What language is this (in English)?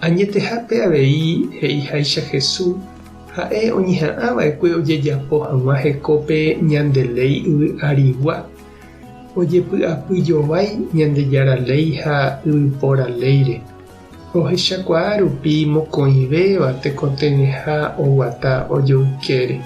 Guarani